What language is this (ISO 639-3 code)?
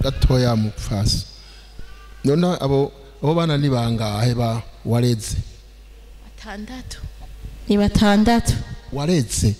run